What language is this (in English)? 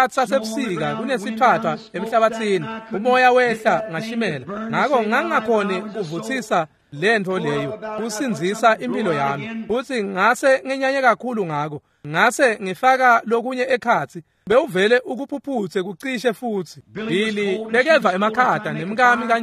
Swati